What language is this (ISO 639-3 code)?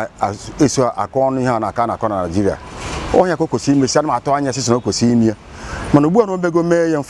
ibo